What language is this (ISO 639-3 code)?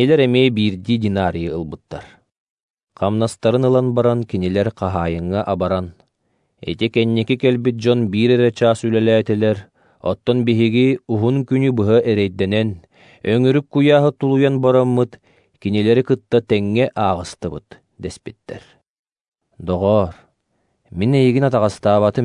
sah